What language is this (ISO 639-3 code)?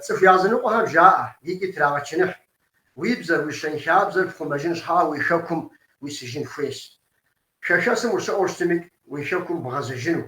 kbd